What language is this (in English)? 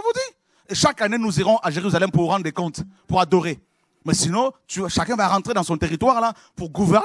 French